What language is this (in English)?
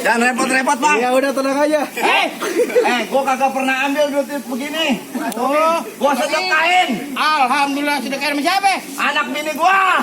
Betawi